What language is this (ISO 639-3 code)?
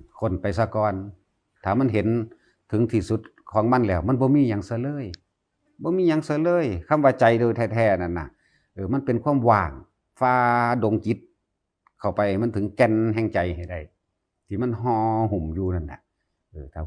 tts